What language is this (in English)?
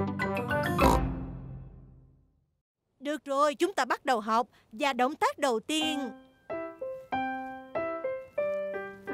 Vietnamese